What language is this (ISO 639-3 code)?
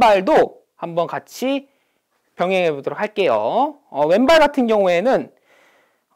kor